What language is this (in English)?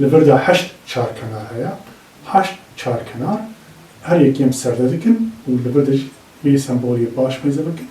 Kurdish